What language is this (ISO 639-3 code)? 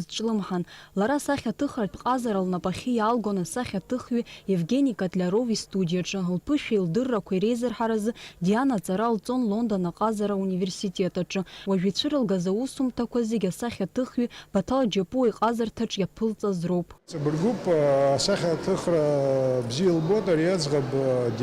abk